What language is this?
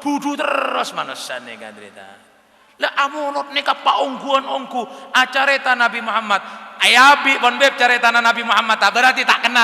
Madurese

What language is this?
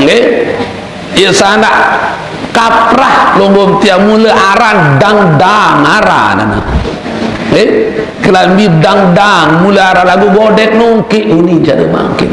Sasak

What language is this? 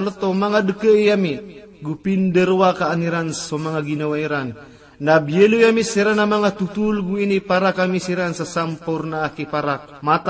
Maranao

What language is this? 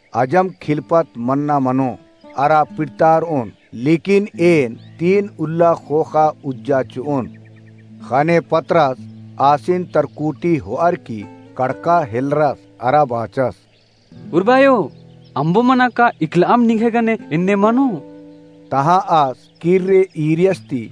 Kurukh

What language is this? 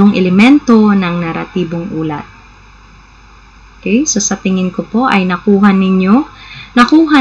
Filipino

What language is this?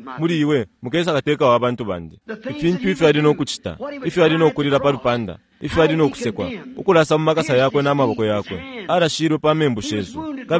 Bemba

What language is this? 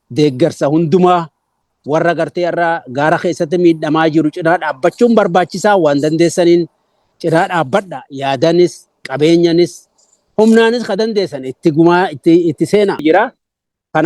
Oromo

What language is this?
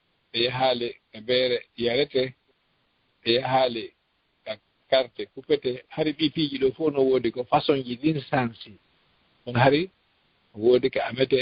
Fula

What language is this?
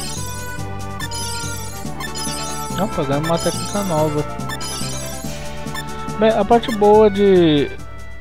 Portuguese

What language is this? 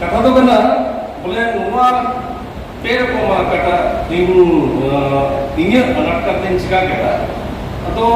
Santali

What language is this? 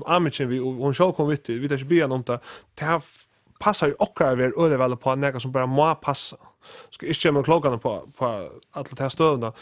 Faroese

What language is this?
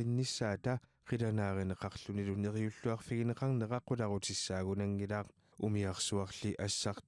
Kalaallisut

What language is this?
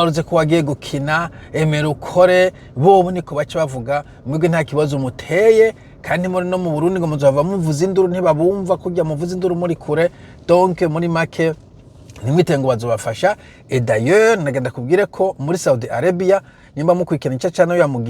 Rundi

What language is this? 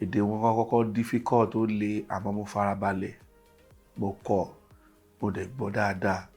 Yoruba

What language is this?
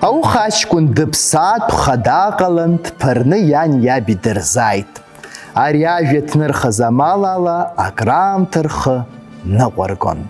Abkhazian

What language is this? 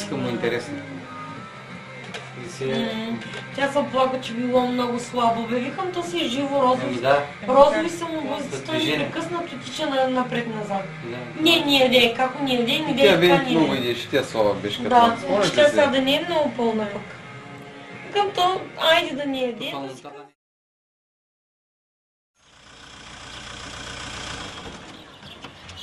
Bulgarian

